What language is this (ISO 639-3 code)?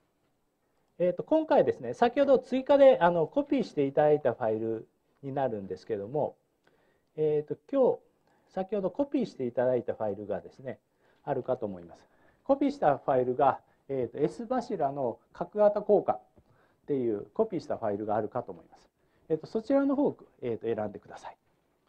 jpn